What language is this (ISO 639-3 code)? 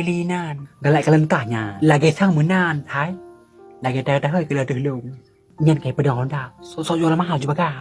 ace